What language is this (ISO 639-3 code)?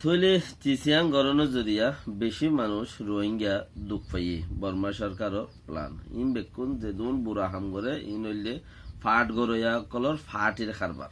rhg